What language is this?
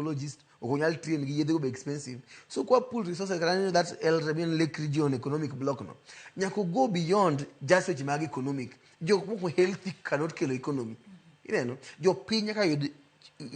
Luo (Kenya and Tanzania)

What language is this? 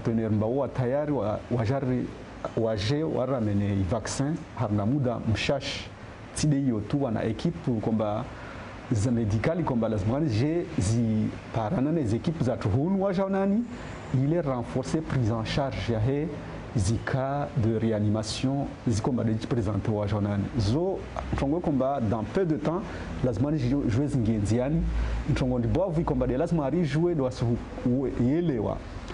Ngazidja Comorian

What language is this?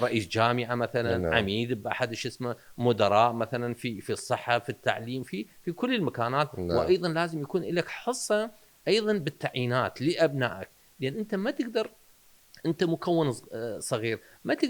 Mesopotamian Arabic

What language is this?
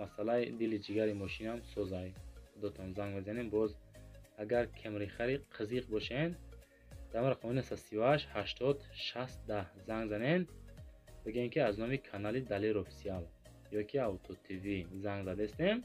Tajik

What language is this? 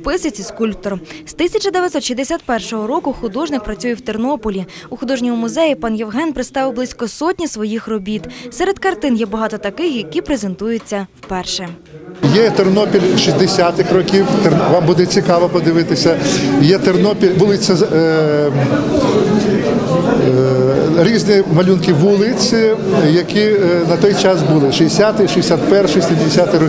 Ukrainian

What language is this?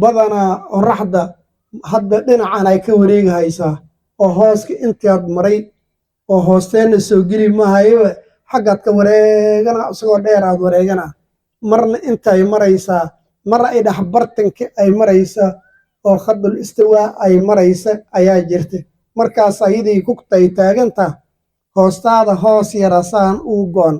Somali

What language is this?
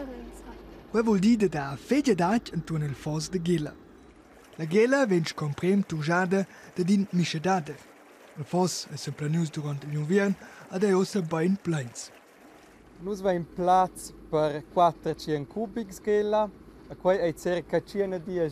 Romansh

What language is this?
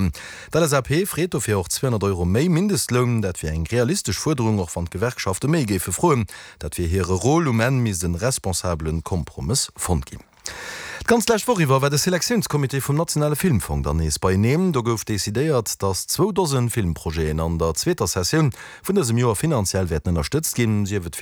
Luxembourgish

